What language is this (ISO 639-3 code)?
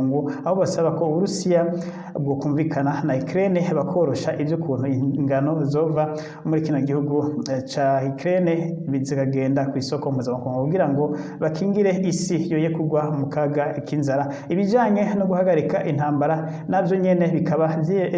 run